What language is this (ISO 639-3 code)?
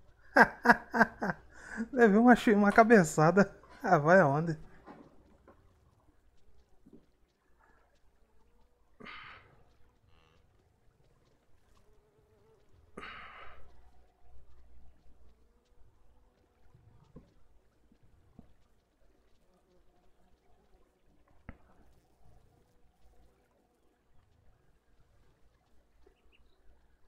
por